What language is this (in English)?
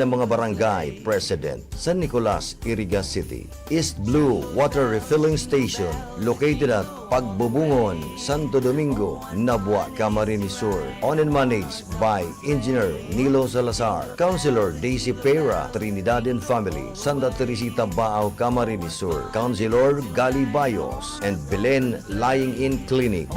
Bikol